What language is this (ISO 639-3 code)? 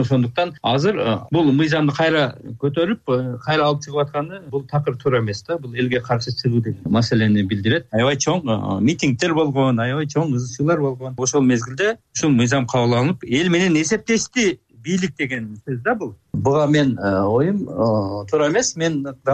kir